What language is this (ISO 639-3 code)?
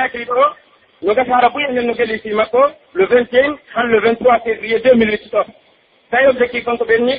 fuf